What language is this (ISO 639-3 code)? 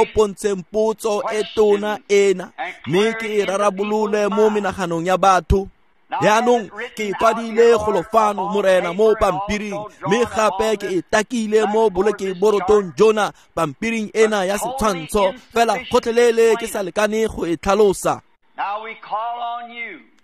tsn